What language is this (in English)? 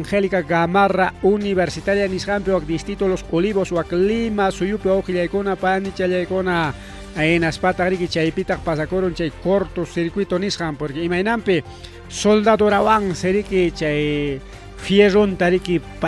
Ayacucho Quechua